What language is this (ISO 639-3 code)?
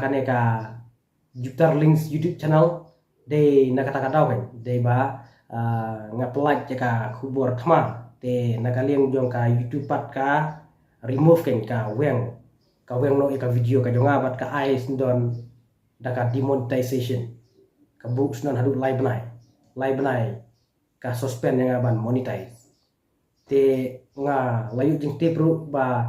kha